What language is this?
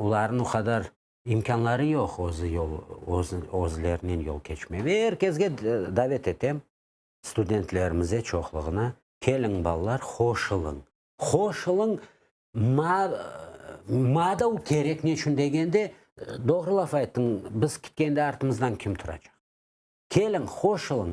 Crimean Tatar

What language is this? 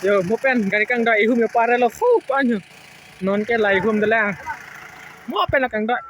Karbi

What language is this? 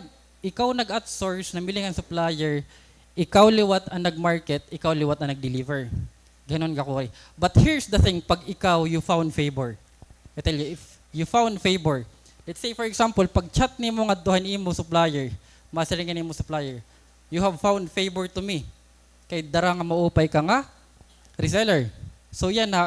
Waray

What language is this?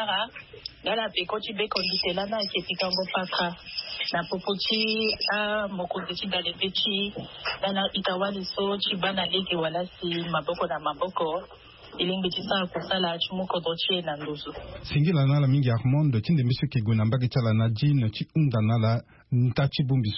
Sango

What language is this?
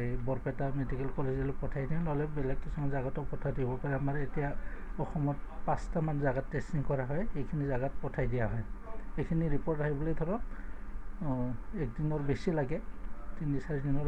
Assamese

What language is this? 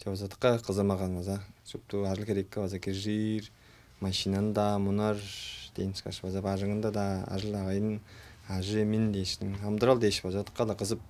Tuvinian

